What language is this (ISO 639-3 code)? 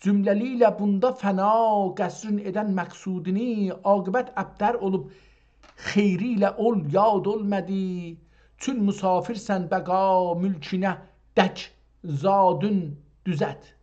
azb